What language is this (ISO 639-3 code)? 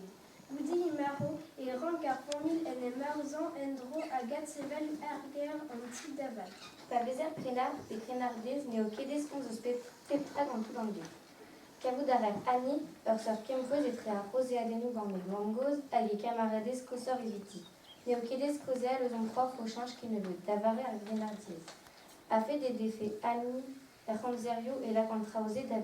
bre